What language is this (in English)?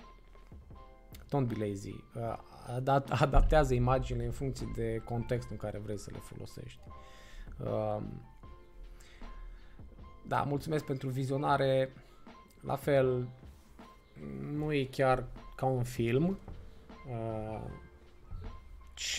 Romanian